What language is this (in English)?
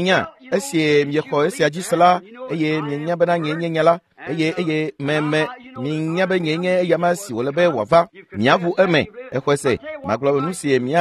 Ewe